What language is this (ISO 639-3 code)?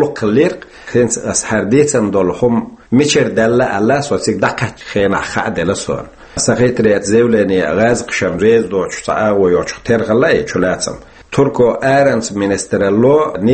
che